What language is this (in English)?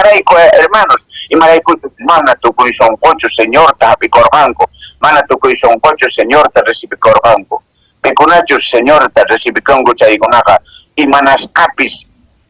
Quechua